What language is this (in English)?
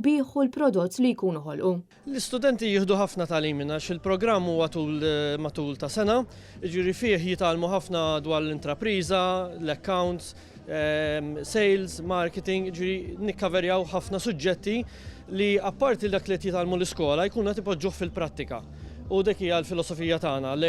Maltese